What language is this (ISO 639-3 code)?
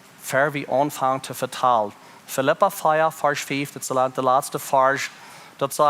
pdt